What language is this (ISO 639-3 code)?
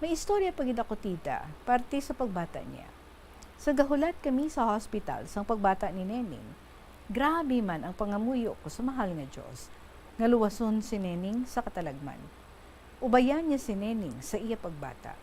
hil